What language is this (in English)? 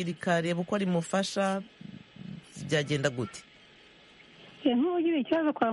Kinyarwanda